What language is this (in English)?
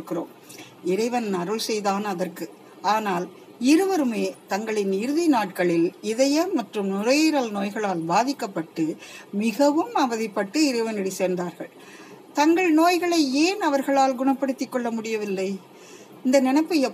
Tamil